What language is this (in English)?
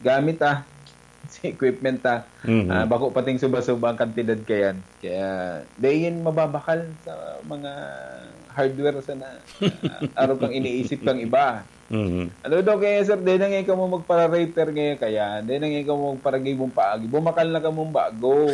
Bikol